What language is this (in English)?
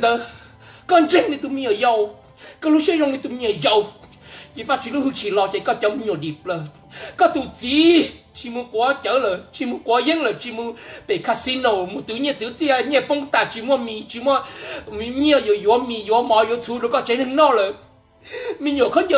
Hmong